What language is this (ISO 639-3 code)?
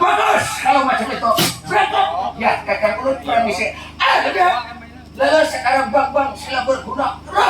bjn